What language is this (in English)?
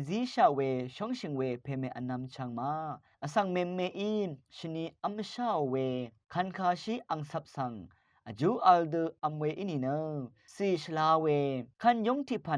Rawang